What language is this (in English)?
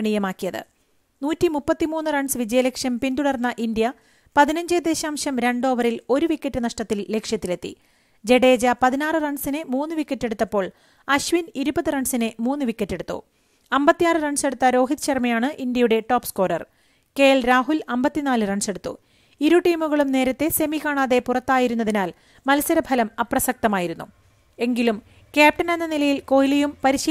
Malayalam